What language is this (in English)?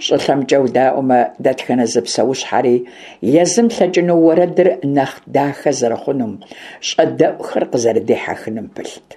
Kabardian